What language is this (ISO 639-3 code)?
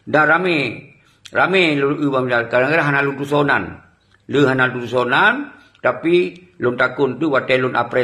ace